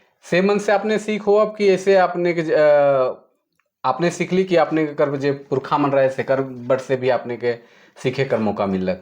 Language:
Sadri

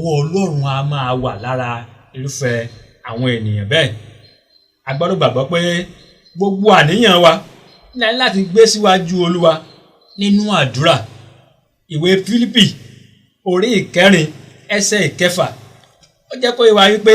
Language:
Yoruba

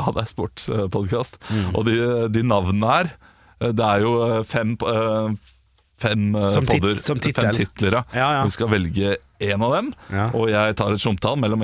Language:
Norwegian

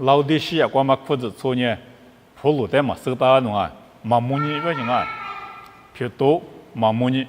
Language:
Lisu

